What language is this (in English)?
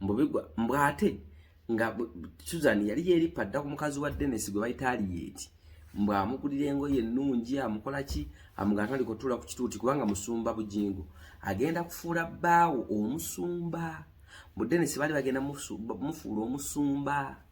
Ganda